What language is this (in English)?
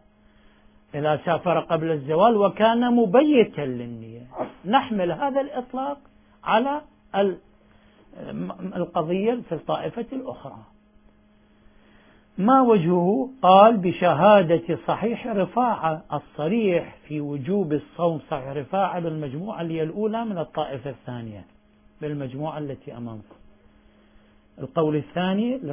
Arabic